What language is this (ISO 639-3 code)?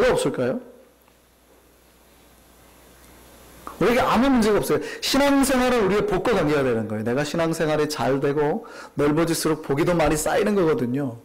kor